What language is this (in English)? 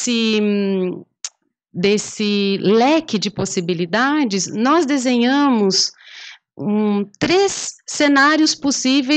Portuguese